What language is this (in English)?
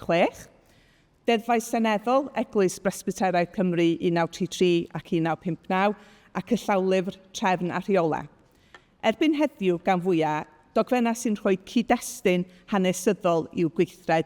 Welsh